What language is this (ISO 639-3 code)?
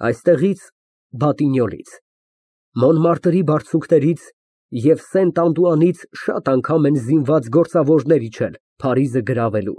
hye